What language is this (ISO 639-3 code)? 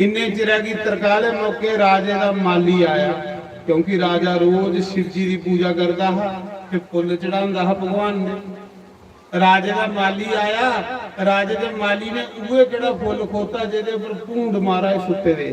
doi